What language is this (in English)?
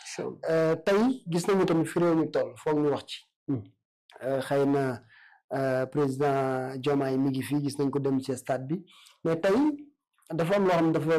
Wolof